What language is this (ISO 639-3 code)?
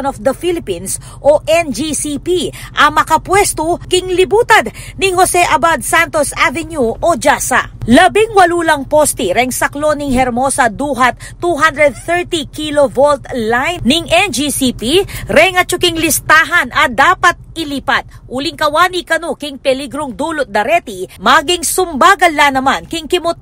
pam